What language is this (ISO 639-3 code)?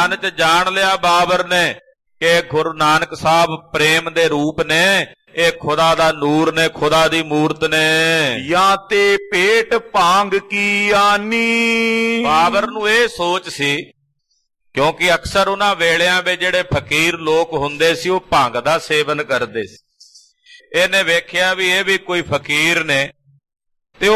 pan